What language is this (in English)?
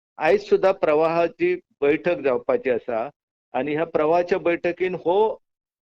Konkani